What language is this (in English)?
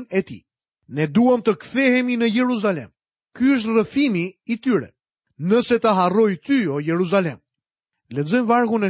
Albanian